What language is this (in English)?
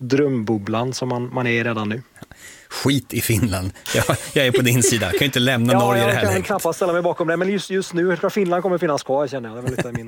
Swedish